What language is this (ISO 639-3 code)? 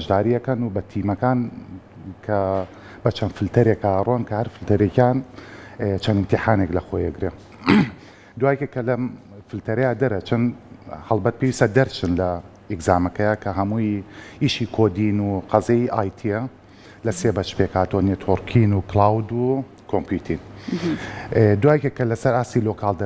ckb